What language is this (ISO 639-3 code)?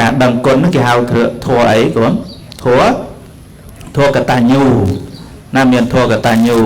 khm